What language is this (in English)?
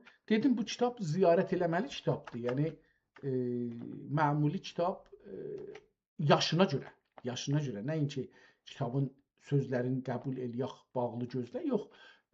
South Azerbaijani